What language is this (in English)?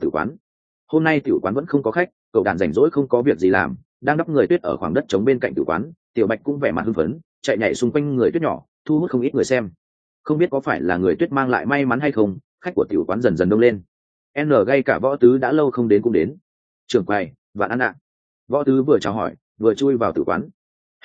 Vietnamese